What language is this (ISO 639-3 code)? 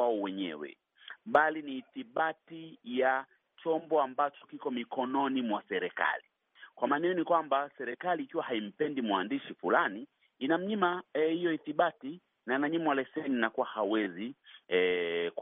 swa